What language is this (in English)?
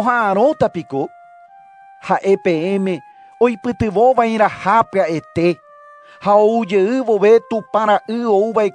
Guarani